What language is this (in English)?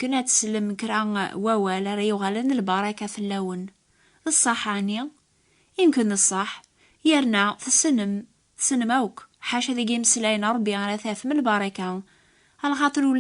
Kabyle